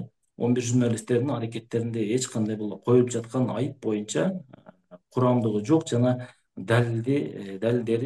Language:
Kyrgyz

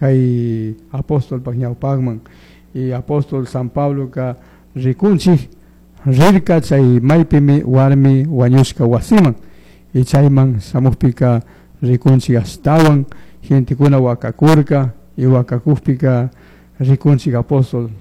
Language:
Chimborazo Highland Quichua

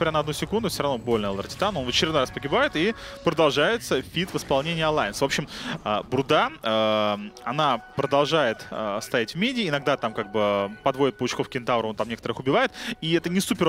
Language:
Russian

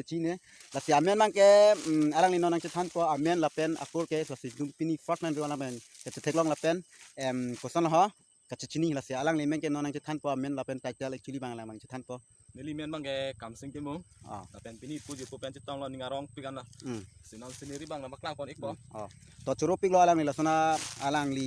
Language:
Karbi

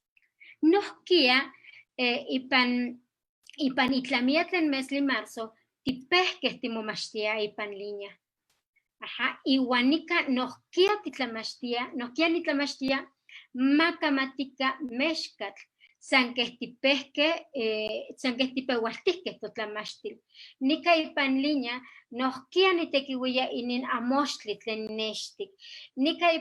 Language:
Eastern Huasteca Nahuatl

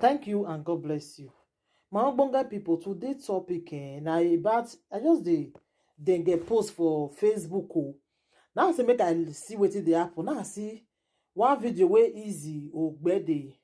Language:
Nigerian Pidgin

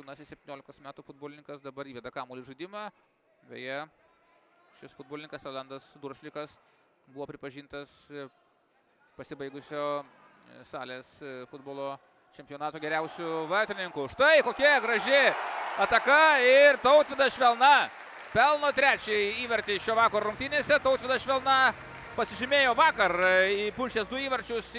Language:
Lithuanian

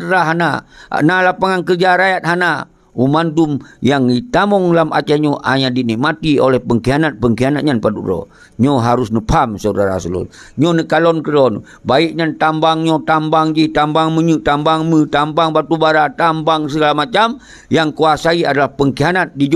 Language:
Achinese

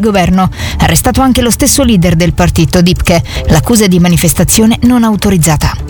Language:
Italian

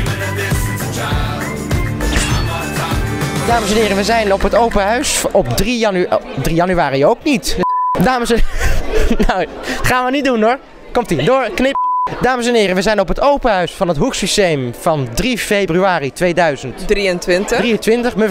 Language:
Dutch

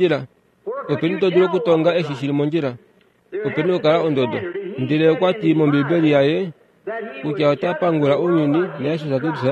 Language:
Kuanyama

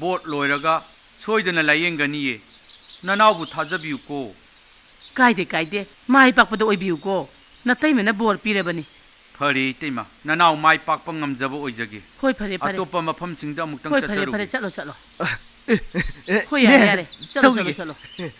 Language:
Manipuri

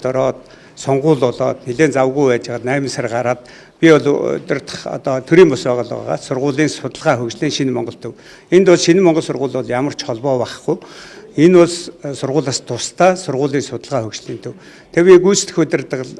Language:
Mongolian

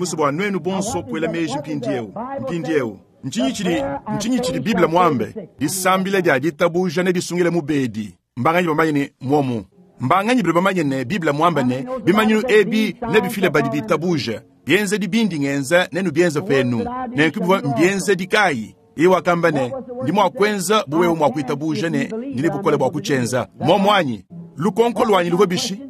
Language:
Luba-Lulua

